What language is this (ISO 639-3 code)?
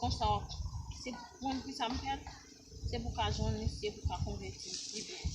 hat